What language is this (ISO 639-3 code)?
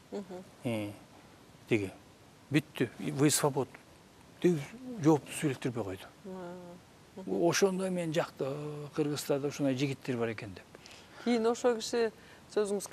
kir